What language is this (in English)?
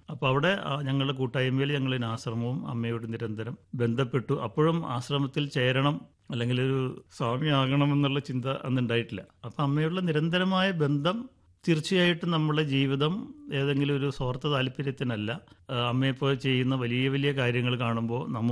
Malayalam